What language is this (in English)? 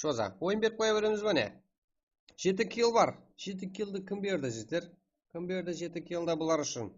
Kara-Kalpak